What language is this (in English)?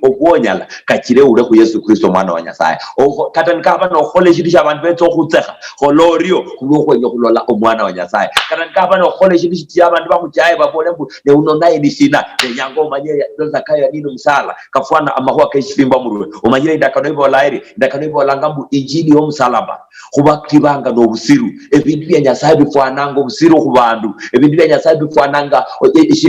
Luyia